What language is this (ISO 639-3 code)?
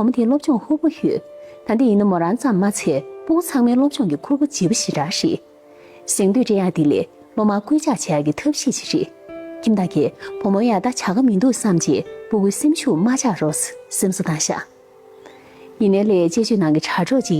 bod